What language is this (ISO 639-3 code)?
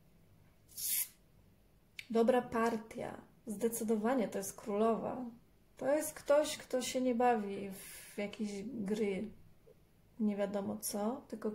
pol